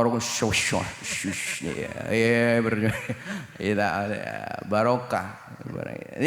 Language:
Madurese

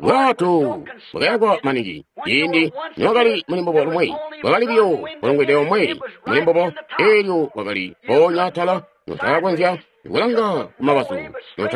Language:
Tonga (Zambia)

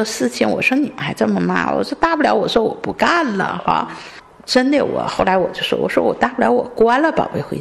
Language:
Chinese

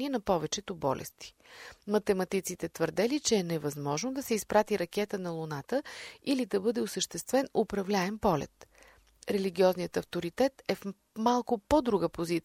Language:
Bulgarian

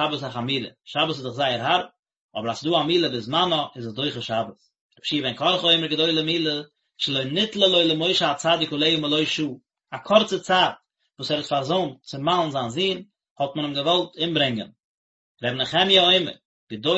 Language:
Yiddish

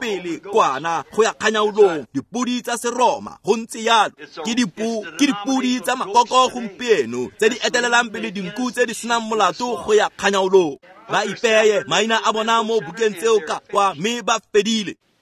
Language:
Tswana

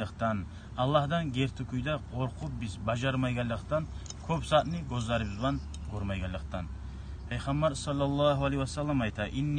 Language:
Kumyk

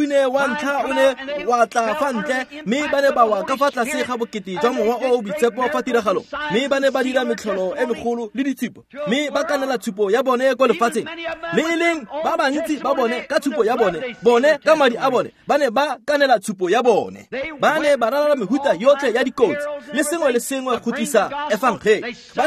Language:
Tswana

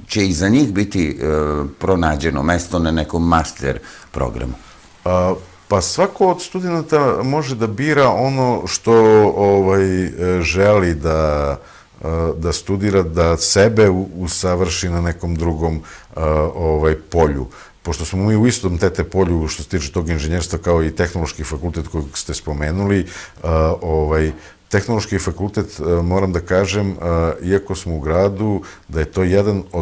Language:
Serbian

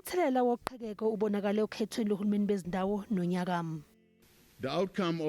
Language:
Zulu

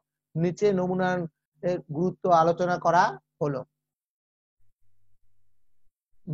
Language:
Bangla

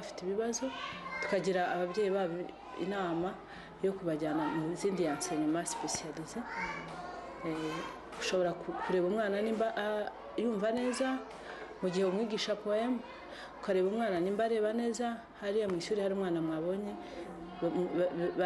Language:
Kinyarwanda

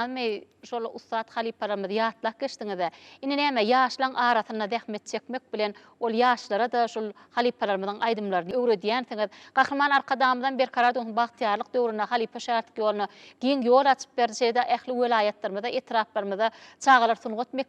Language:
Turkmen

